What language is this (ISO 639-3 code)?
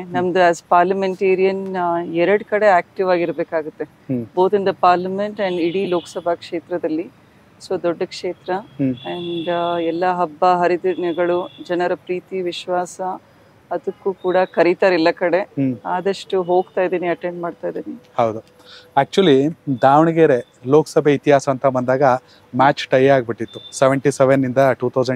kan